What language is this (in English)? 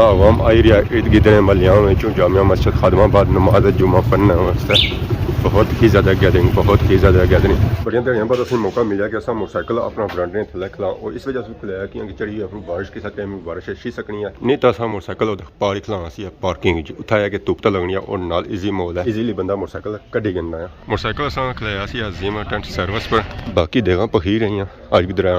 Pahari-Potwari